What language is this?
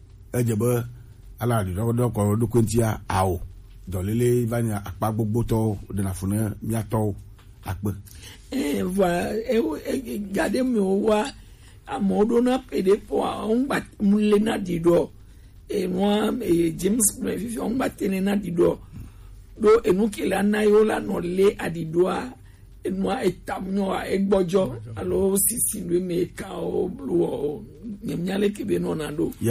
Gen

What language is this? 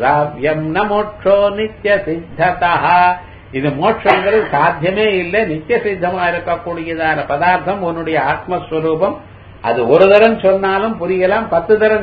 Tamil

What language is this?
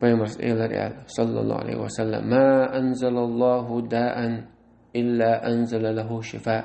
Chechen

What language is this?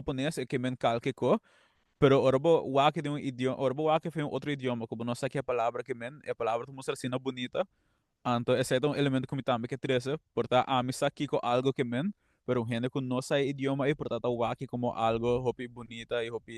Papiamento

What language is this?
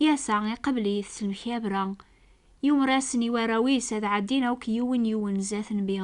Kabyle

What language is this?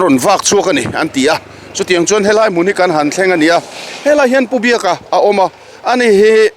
Mizo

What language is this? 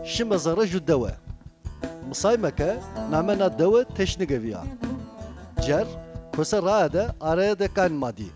Zaza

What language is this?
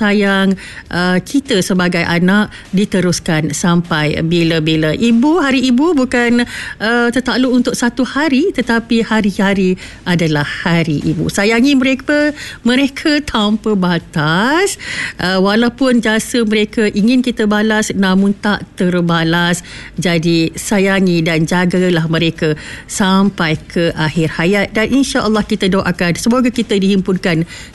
Malay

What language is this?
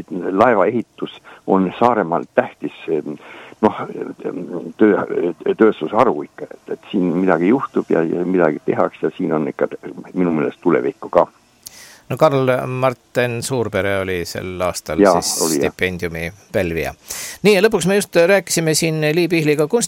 Estonian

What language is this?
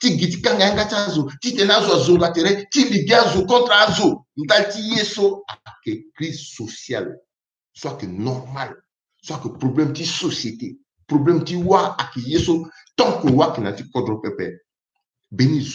Sango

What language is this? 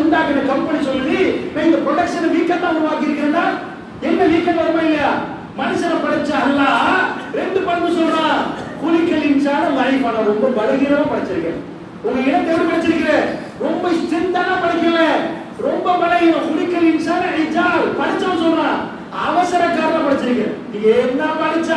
Tamil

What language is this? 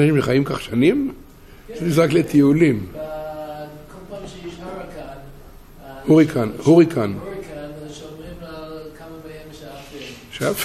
Hebrew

